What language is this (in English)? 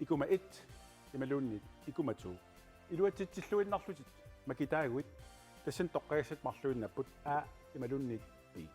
Kalaallisut